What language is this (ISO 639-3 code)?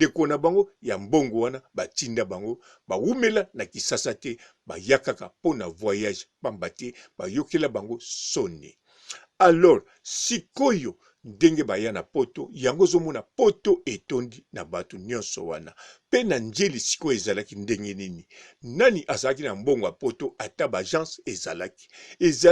lin